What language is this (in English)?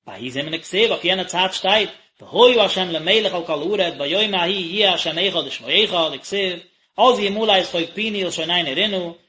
Yiddish